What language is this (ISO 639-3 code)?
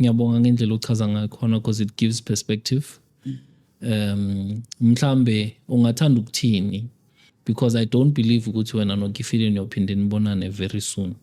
zul